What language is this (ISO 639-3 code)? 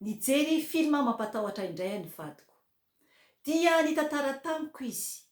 mlg